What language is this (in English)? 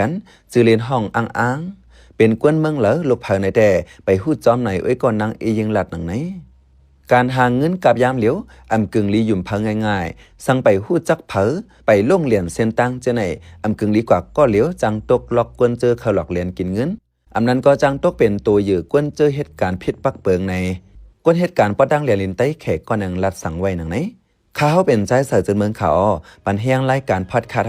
Shan